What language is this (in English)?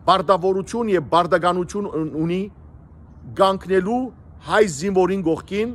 Western Armenian